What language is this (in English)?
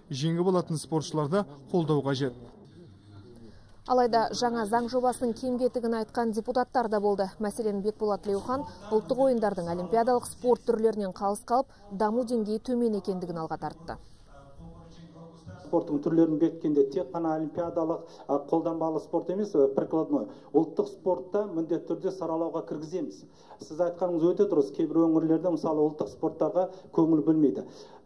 Kazakh